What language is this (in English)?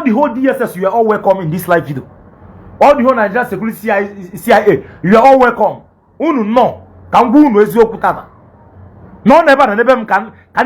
Igbo